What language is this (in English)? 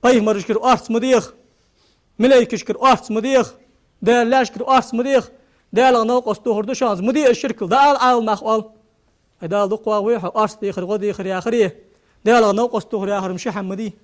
Ingush